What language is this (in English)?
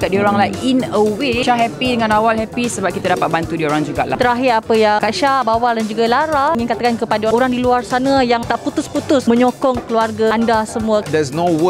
Malay